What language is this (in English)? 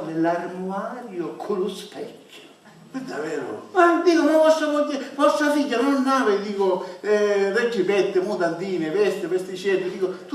Sicilian